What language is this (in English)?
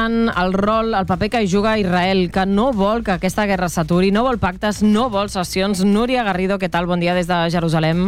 Catalan